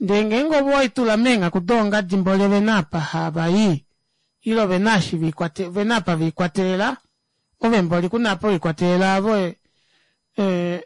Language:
Kuanyama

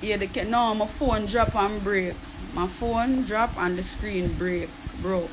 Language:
Jamaican Creole English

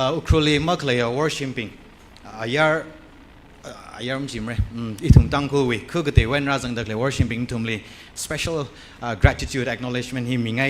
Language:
Tangkhul Naga (India)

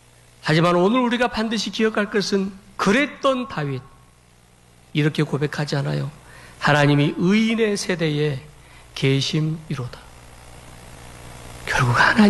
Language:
Korean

